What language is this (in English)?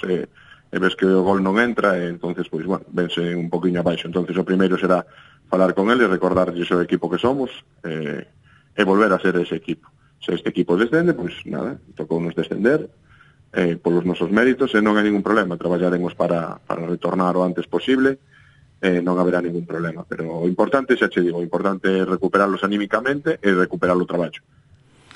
Galician